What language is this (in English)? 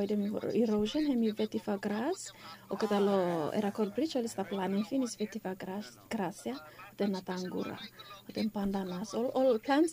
Bislama